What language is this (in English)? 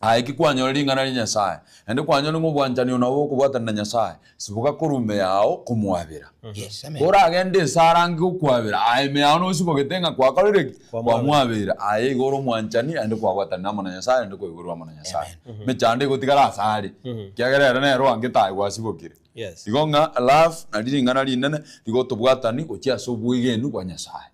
Gusii